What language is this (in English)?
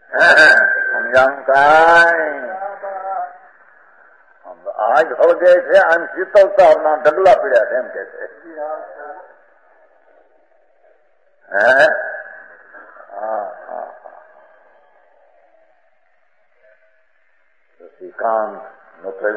Gujarati